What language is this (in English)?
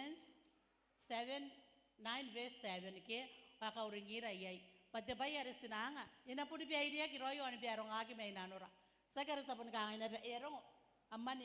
Gilbertese